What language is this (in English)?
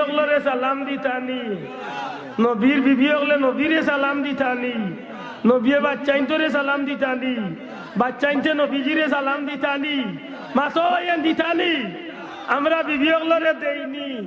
Sylheti